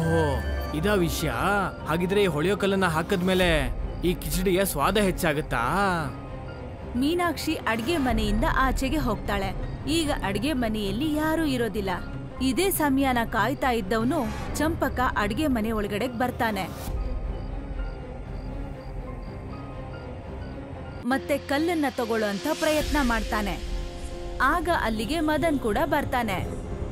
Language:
Kannada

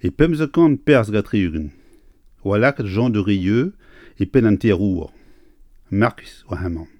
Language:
Breton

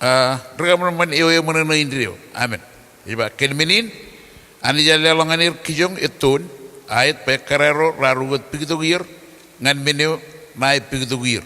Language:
Marshallese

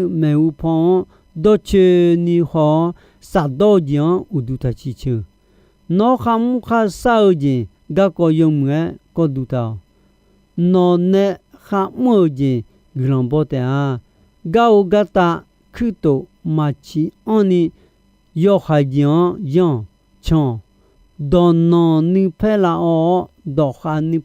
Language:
Akha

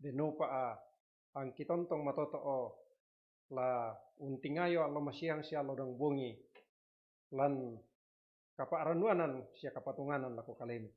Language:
Toraja-Sa'dan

